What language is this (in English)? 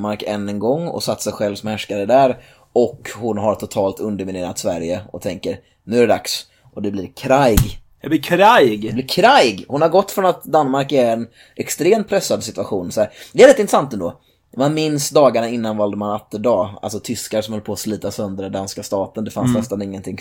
Swedish